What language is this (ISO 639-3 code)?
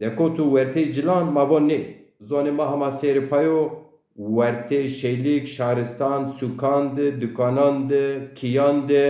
zza